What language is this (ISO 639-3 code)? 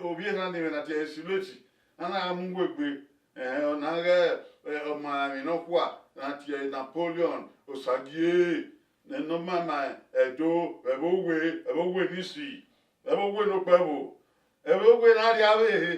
bin